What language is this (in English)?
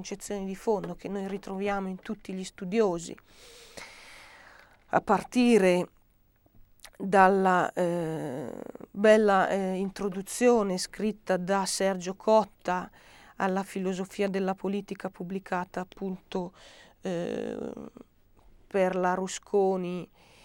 Italian